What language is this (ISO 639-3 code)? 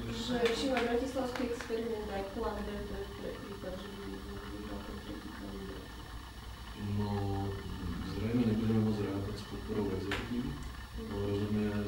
slk